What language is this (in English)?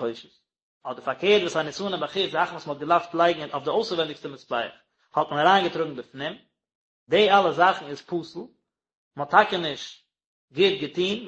Yiddish